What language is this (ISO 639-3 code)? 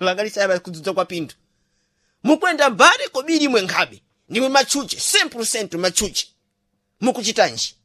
seh